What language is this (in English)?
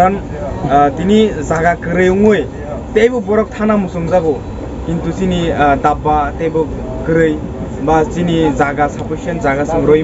Kok Borok